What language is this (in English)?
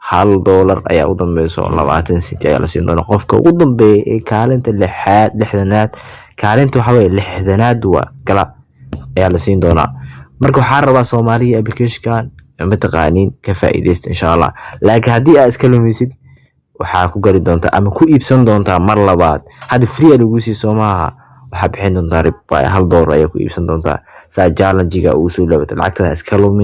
Somali